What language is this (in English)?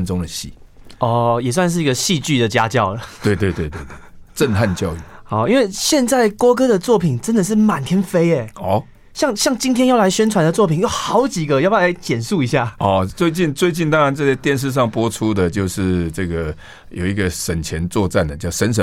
Chinese